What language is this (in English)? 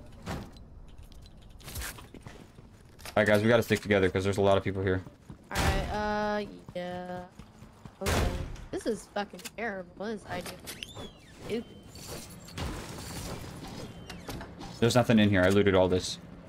English